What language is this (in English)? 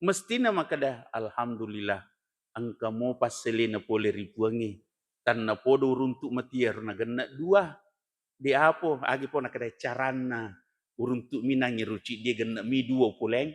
Buginese